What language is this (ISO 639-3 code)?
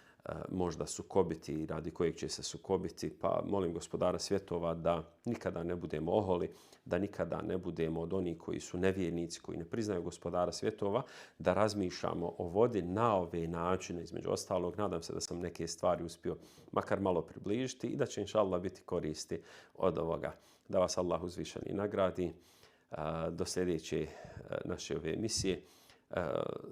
bos